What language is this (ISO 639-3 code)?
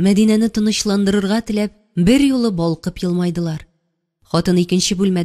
tat